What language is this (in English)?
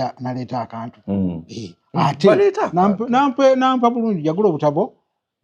Ganda